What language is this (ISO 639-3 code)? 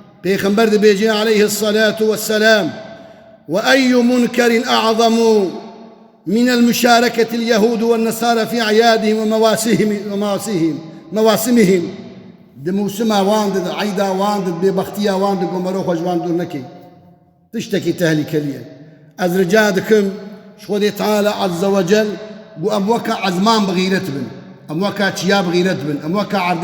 kur